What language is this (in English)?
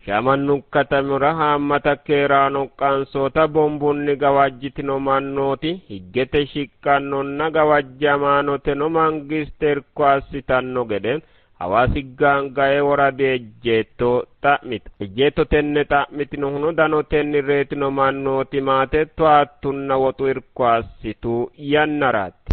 Sidamo